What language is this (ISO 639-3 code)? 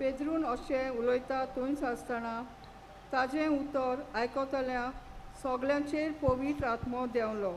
kok